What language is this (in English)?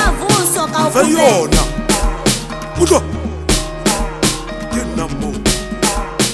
Swahili